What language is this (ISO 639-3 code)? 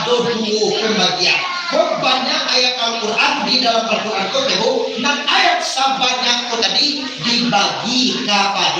min